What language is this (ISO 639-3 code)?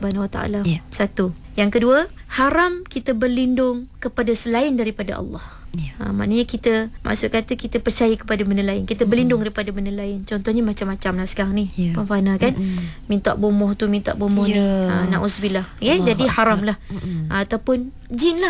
msa